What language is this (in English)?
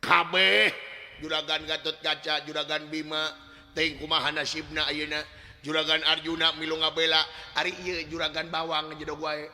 Sundanese